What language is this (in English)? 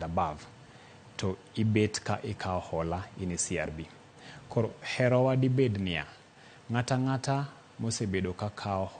Luo (Kenya and Tanzania)